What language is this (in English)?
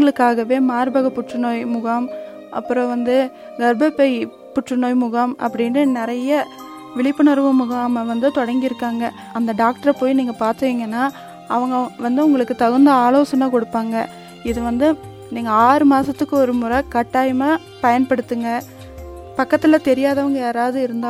Tamil